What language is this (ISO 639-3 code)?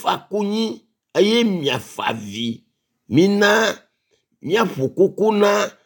ewe